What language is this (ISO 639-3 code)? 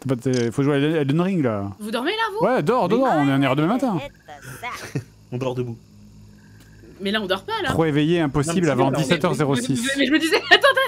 fra